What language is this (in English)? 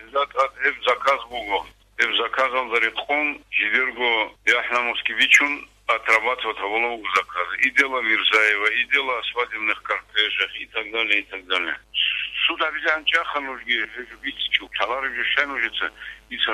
Avaric